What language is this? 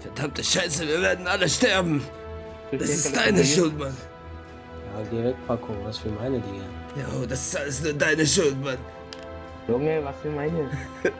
Swiss German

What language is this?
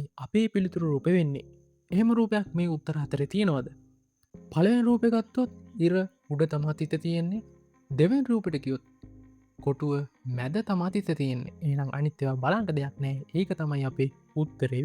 Sinhala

